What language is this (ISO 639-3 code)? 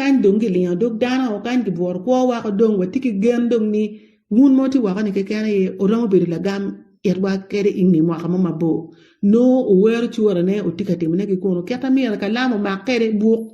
ach